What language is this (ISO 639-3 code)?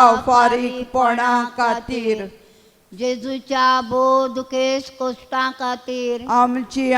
kok